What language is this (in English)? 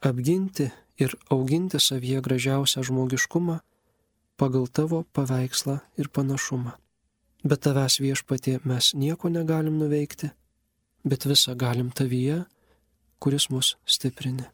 Lithuanian